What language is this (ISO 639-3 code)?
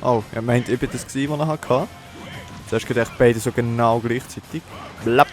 gsw